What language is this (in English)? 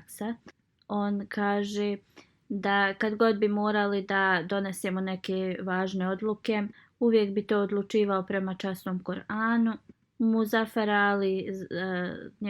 Bosnian